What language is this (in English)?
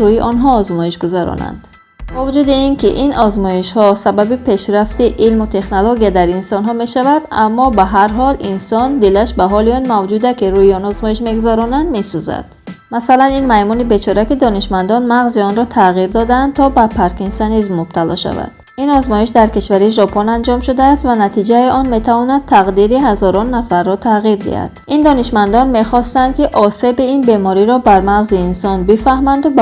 Tajik